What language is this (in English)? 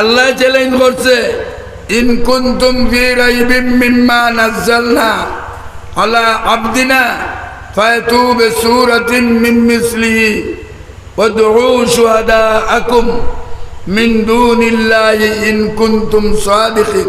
Sylheti